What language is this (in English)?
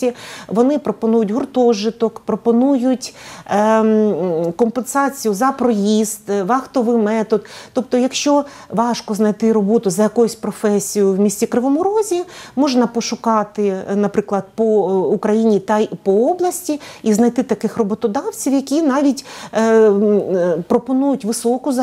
Ukrainian